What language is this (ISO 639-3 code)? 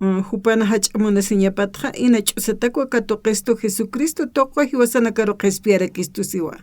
aym